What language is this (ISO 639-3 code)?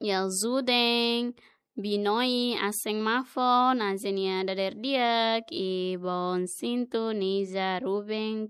tet